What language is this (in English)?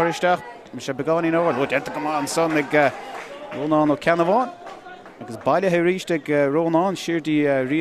Irish